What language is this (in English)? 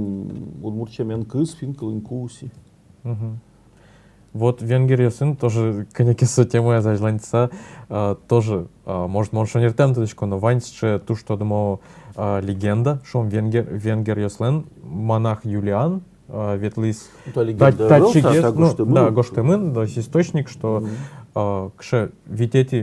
Udmurt